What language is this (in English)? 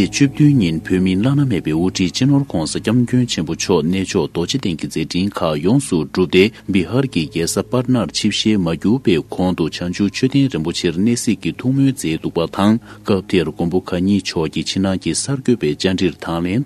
Tibetan